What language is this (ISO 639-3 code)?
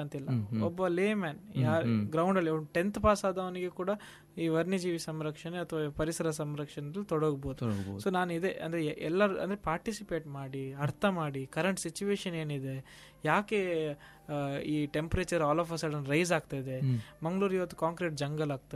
kan